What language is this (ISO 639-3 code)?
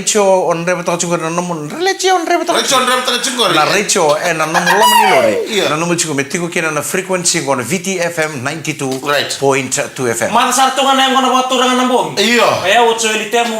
fij